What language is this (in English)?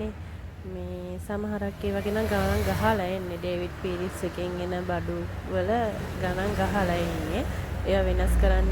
Sinhala